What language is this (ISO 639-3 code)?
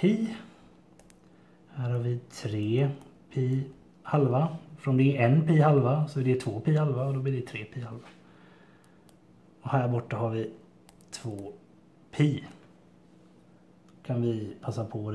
swe